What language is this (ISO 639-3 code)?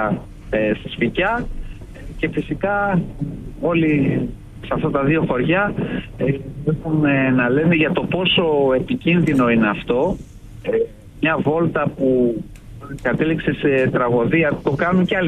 ell